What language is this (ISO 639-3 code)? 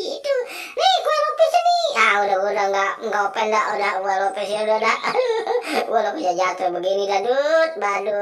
bew